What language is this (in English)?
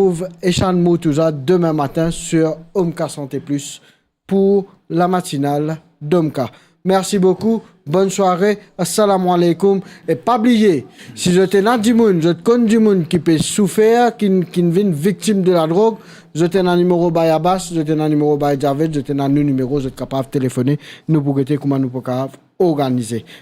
Morisyen